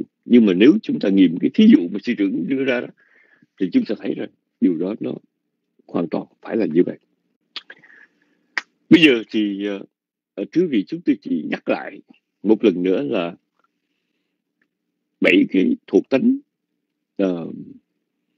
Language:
Vietnamese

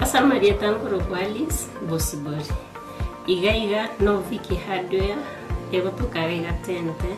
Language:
Gusii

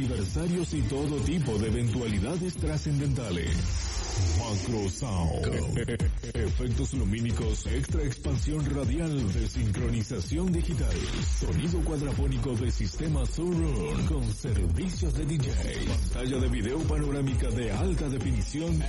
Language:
Spanish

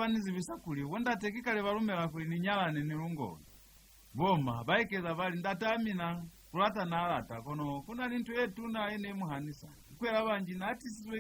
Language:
Lozi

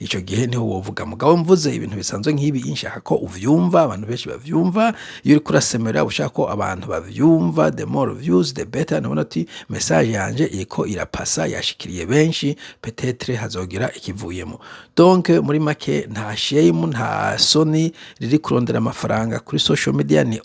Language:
Rundi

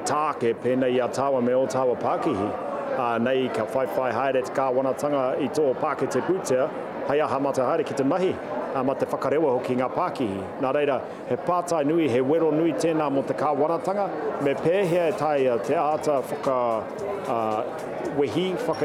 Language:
Māori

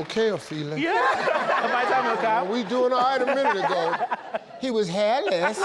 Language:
Tswana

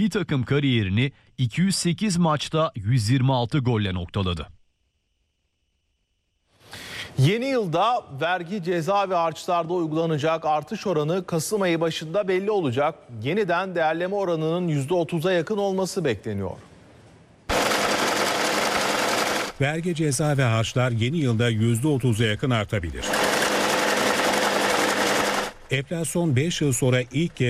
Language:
Turkish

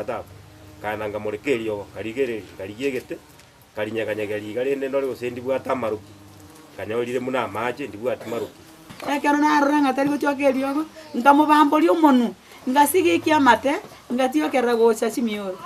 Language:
Gusii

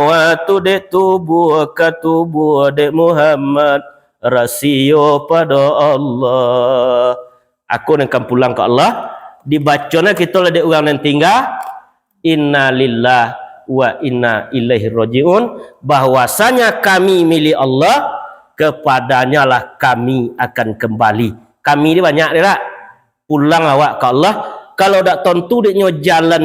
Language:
Minangkabau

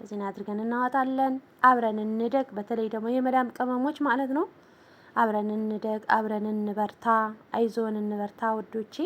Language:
Amharic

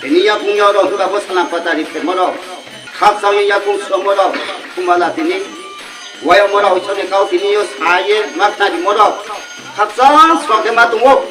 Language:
Riang (India)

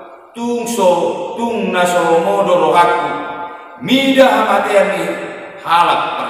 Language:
Batak Toba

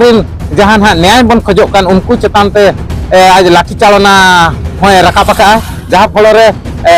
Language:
Santali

